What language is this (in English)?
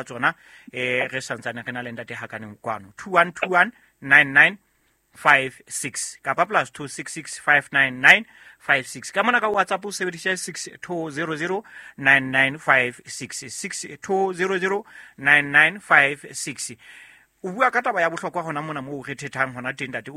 Southern Sotho